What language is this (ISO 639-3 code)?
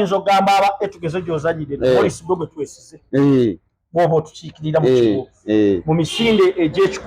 lug